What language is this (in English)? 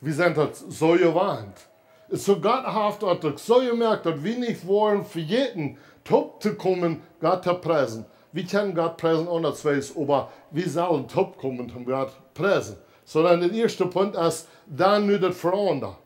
Plautdietsch